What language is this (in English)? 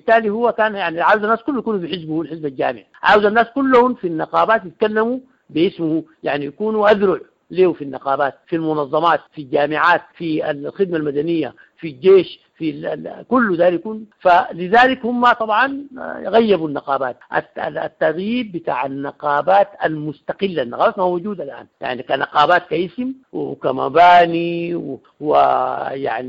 Sudanese Arabic